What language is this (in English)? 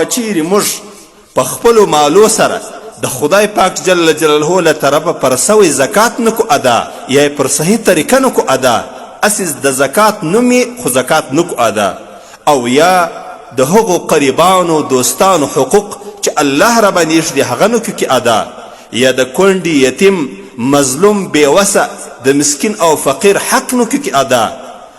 Pashto